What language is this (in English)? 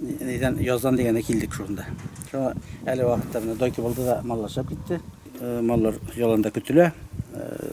Tatar